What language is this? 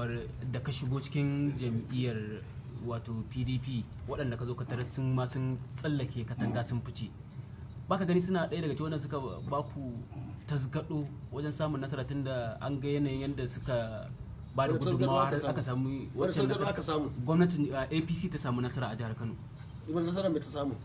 Hausa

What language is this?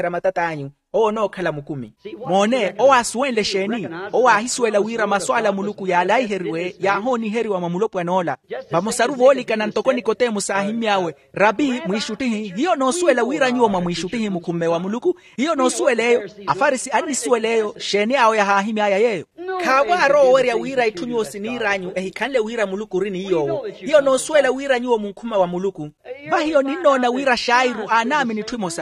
Makhuwa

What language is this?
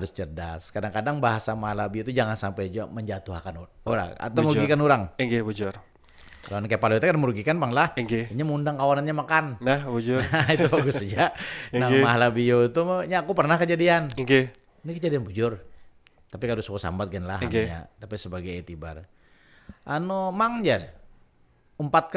Banjar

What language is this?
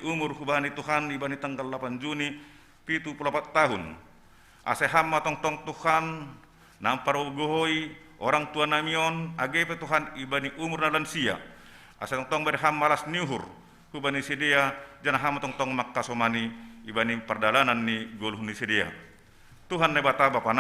Batak Simalungun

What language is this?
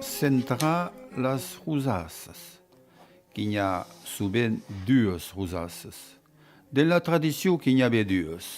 Occitan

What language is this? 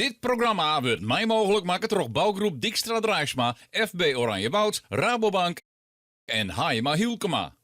Western Frisian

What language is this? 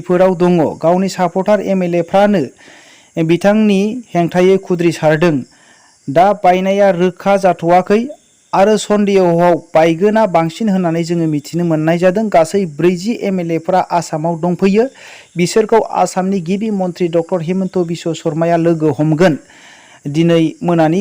Bodo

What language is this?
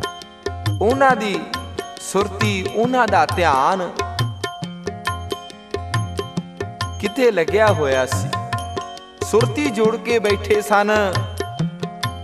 Punjabi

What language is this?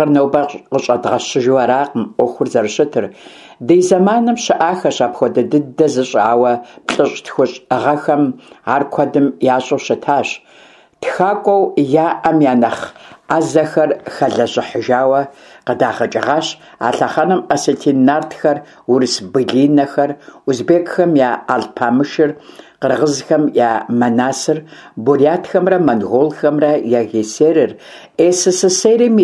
Kabardian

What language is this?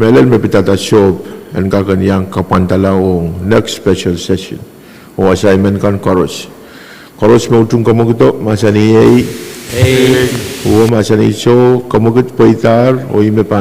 Pohnpeian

